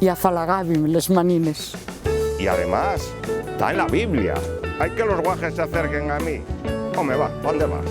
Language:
Asturian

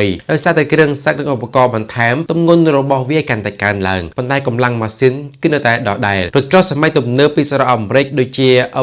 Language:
Khmer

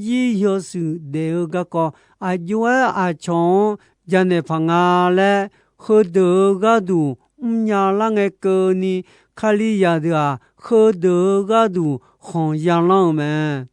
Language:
Akha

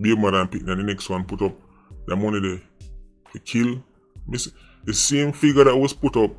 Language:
Jamaican Creole English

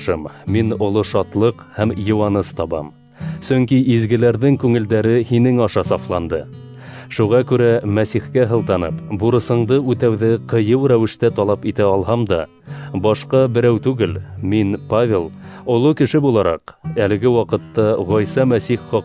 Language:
Bashkir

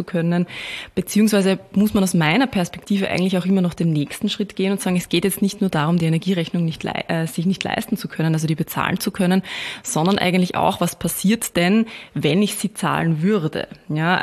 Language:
German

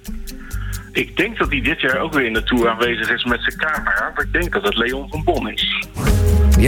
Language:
Dutch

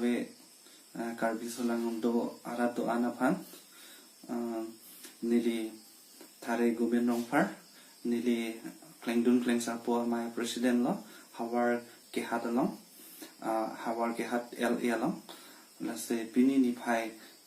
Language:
Karbi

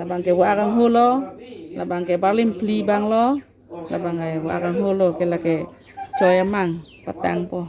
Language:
Karbi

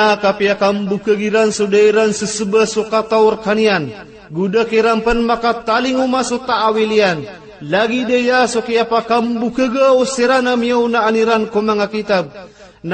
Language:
Maranao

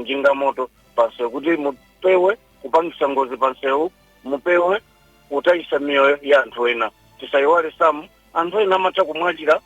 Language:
Nyanja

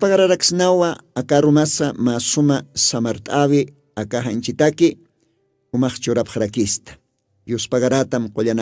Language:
Aymara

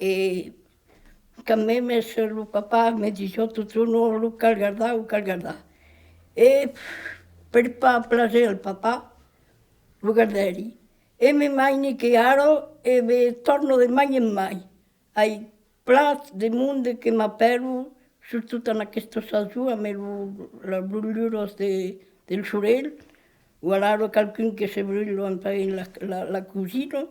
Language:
Occitan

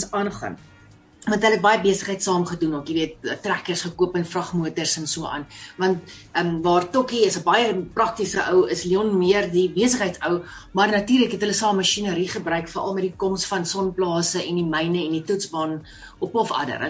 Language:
Afrikaans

